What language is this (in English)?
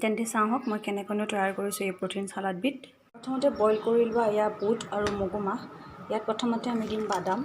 Assamese